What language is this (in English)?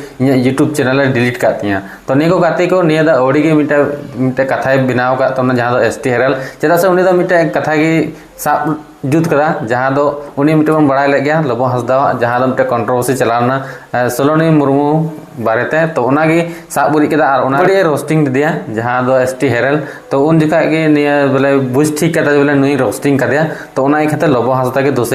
Santali